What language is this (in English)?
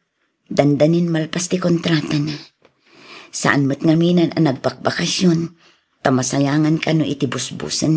Iloko